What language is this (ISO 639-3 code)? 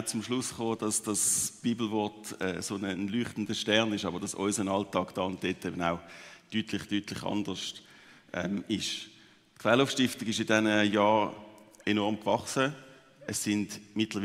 gsw